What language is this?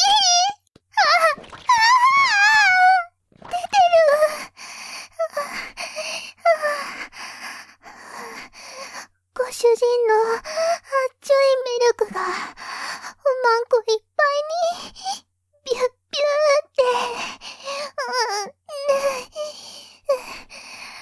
Japanese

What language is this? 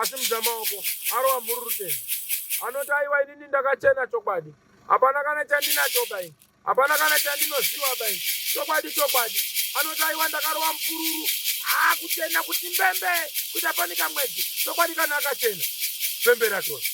Shona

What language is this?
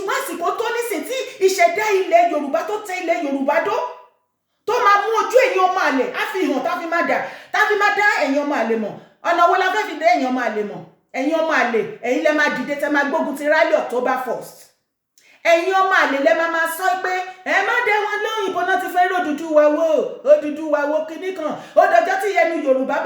Yoruba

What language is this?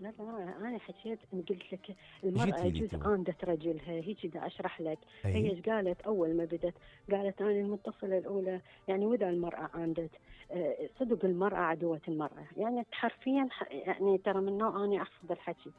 Mesopotamian Arabic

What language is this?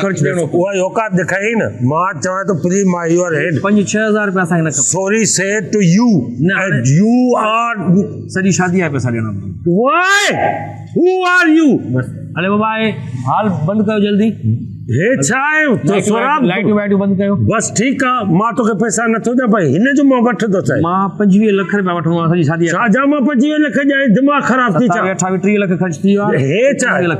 Sindhi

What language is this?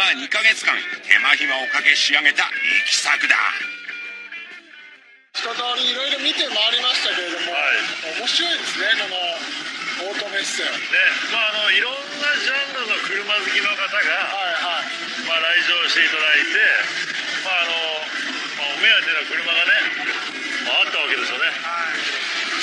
Japanese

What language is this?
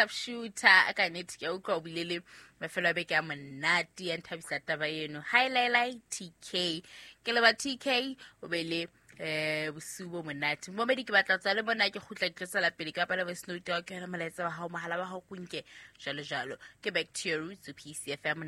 Southern Sotho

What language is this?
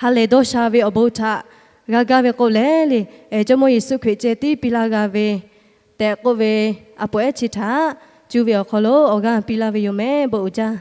Lahu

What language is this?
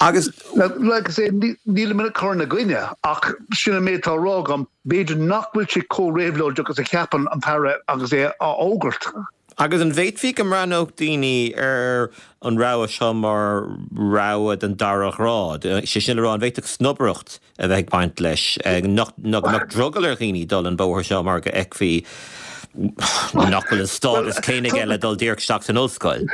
Irish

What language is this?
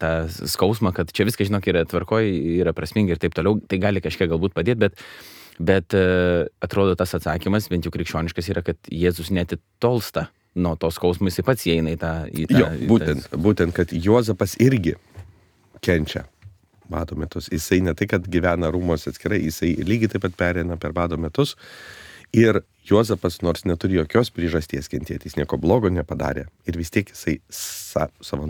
Lithuanian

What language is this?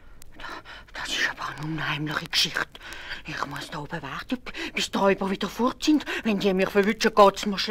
Swiss German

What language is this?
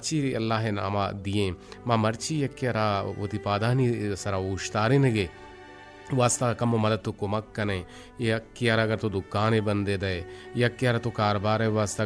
Eastern Balochi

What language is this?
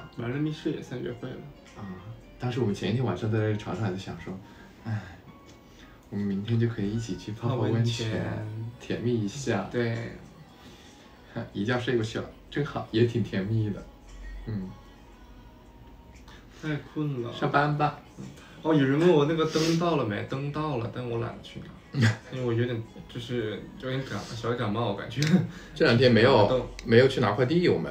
Chinese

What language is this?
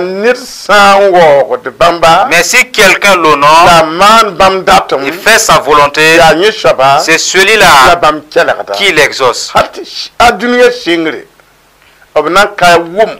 Mossi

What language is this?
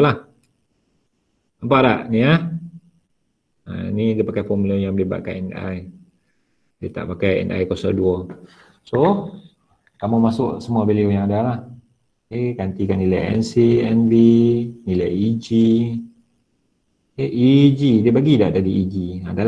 Malay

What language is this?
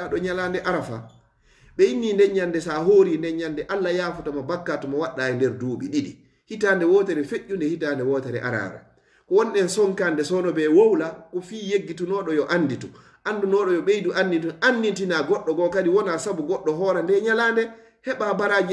Fula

